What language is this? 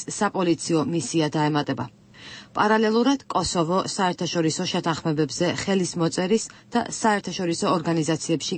Georgian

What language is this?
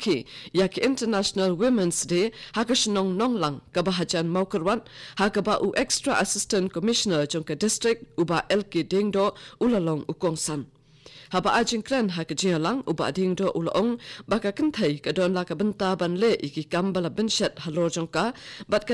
Khasi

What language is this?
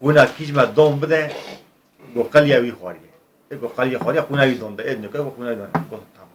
Kurdish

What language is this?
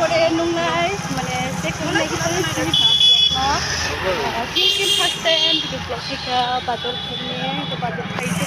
Kok Borok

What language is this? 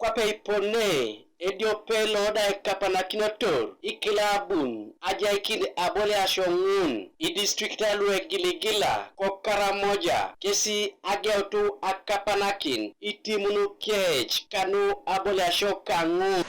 Teso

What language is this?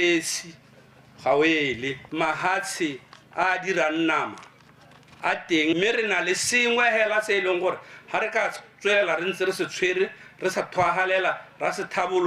Tswana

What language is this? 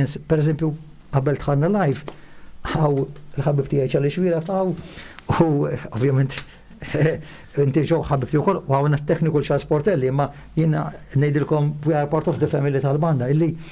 Maltese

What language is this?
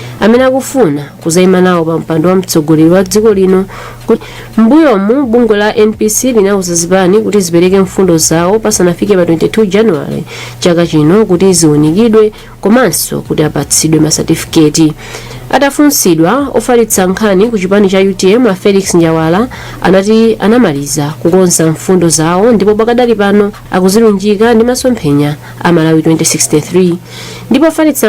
Nyanja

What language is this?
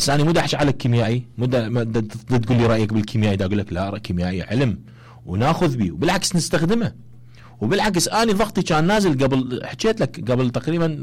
Mesopotamian Arabic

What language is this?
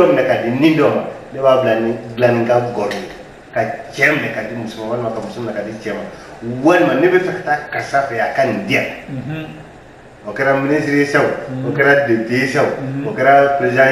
Bambara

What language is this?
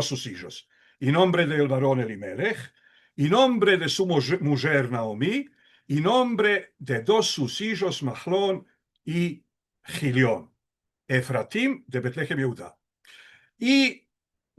Ladino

